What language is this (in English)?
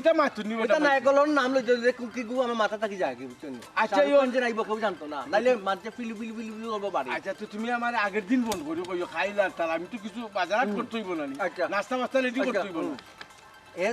Sylheti